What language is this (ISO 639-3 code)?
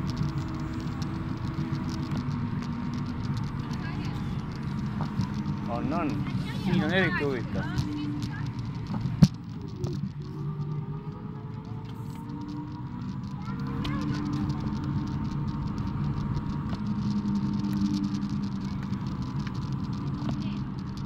est